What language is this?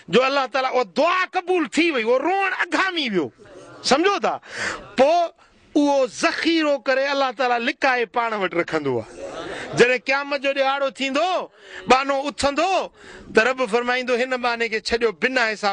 Sindhi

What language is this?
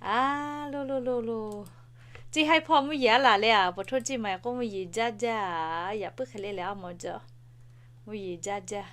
Lahu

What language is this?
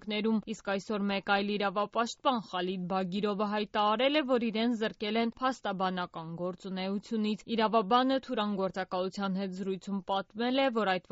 Armenian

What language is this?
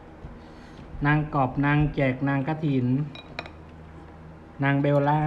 Lao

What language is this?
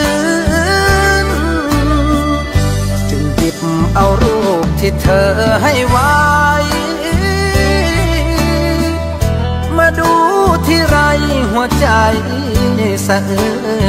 Thai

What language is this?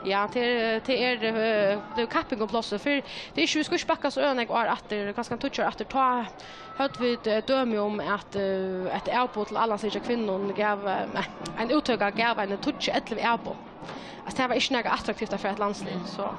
Faroese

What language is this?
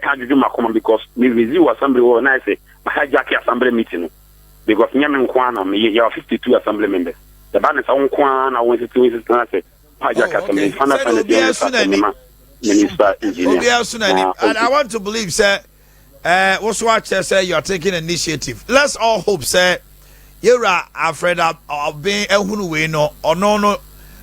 Akan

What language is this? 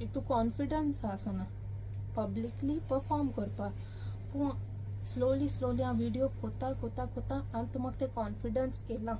Konkani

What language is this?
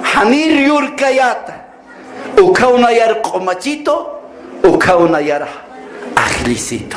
Aymara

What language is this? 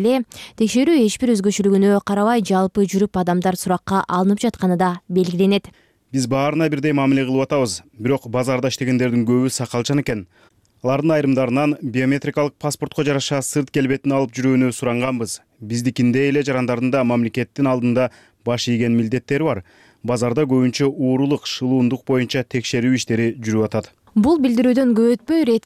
Kyrgyz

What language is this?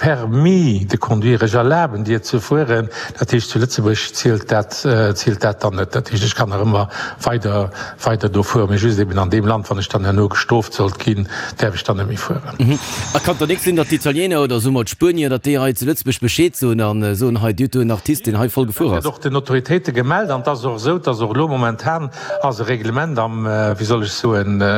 Luxembourgish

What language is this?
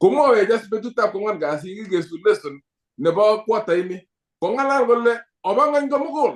Kalenjin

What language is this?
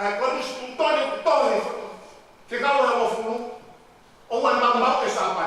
Tongan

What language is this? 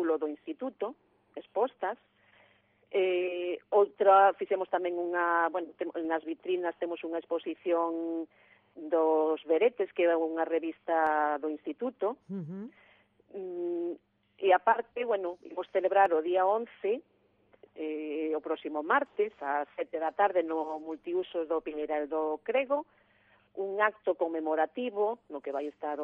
Galician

